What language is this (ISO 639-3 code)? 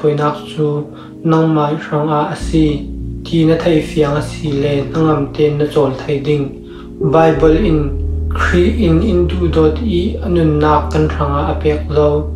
cfm